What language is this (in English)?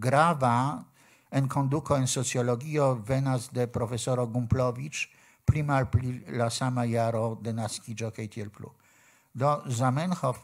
Esperanto